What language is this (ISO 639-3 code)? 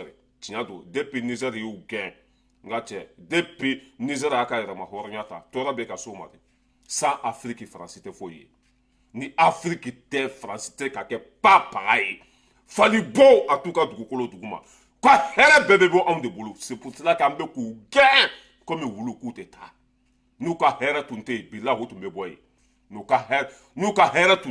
bam